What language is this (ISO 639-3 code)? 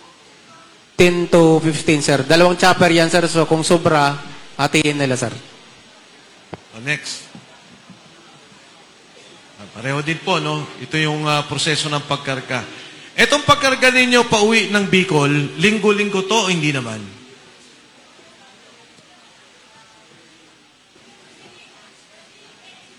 fil